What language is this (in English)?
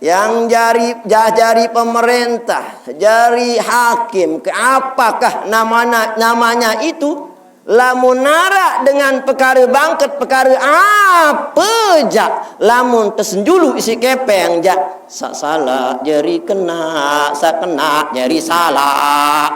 Sasak